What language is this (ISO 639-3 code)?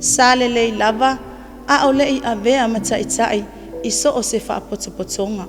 smo